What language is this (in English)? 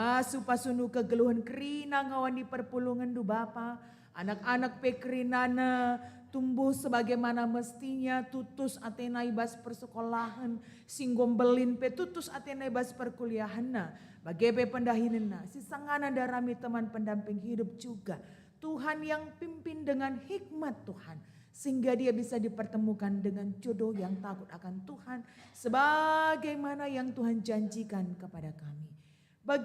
Batak Karo